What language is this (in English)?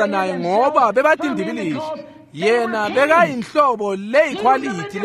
Swati